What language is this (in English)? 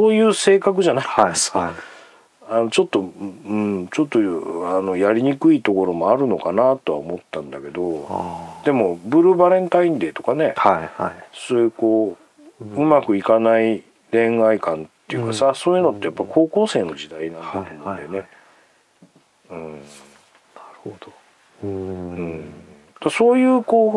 Japanese